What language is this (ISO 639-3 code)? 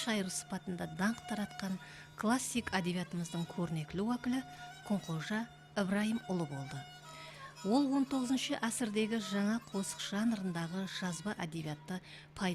kaa